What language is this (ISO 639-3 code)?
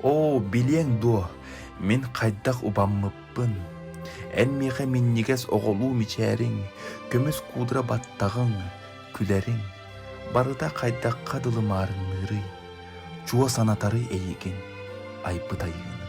sah